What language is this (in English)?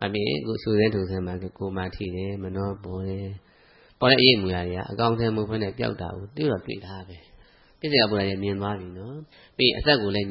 Burmese